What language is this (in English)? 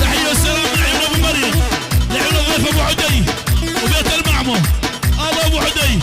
North Mesopotamian Arabic